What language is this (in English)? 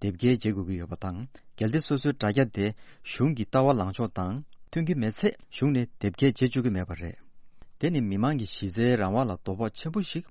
Tibetan